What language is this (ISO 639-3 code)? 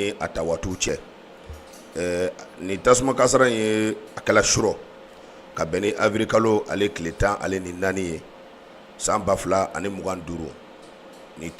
bam